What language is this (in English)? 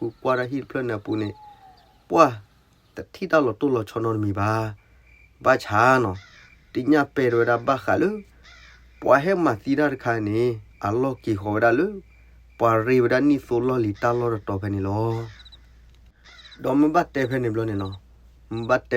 S'gaw Karen